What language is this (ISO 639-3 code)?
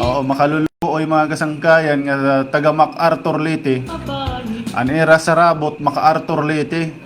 war